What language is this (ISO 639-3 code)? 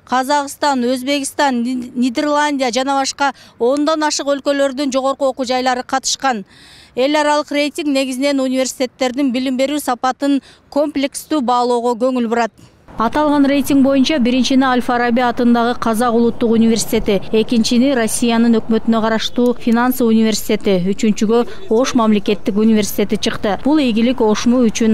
kir